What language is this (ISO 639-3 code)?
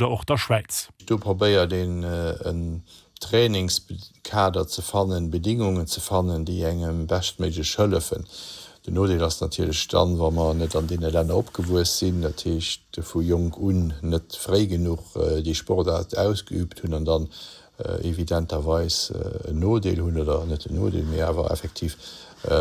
ltz